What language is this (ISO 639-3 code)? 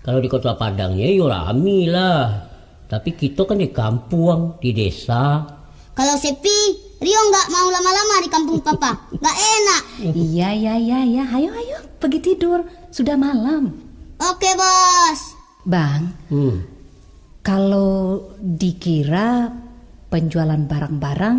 min